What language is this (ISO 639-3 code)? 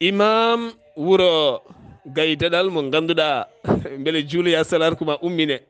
ful